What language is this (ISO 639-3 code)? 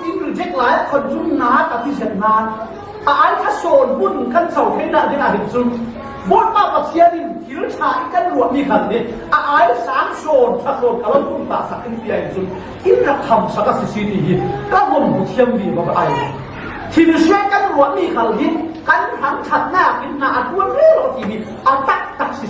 cfm